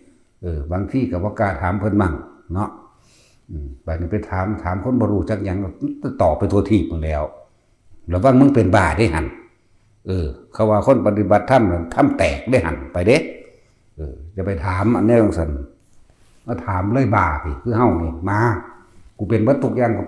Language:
Northeastern Thai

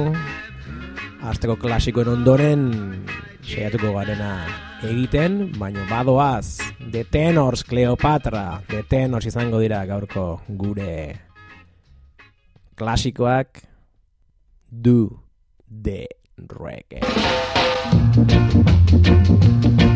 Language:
Basque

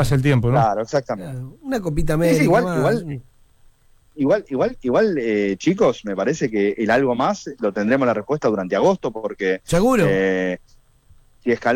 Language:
Spanish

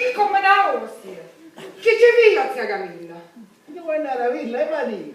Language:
Sicilian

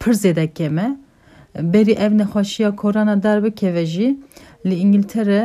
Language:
Kurdish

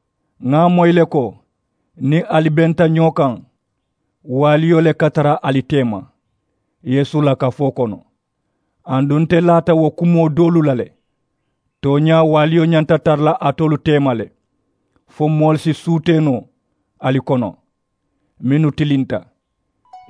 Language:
Mandingo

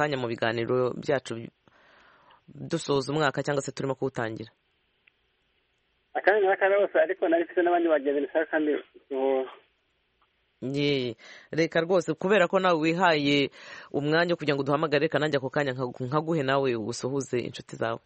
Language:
Kinyarwanda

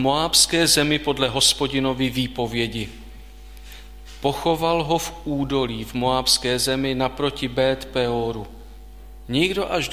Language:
Czech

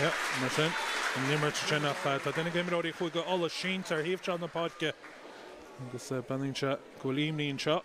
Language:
Irish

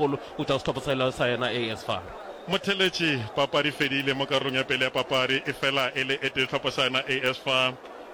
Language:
Northern Sotho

